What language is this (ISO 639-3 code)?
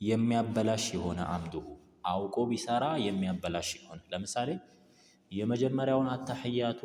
amh